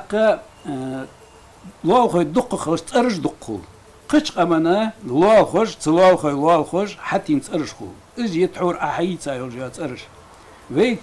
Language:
Ingush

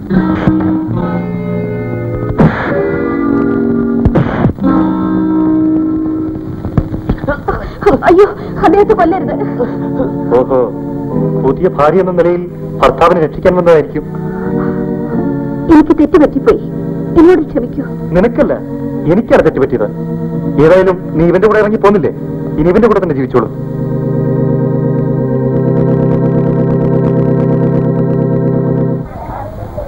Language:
Malayalam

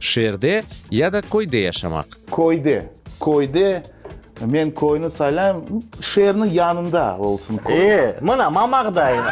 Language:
Crimean Tatar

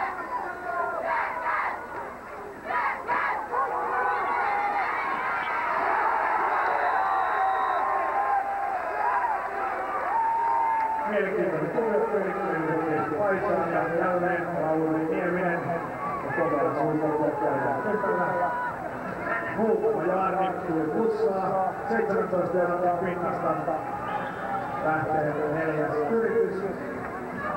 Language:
Finnish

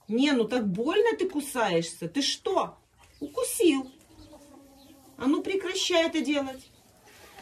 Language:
Russian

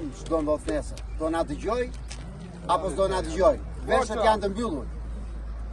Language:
Albanian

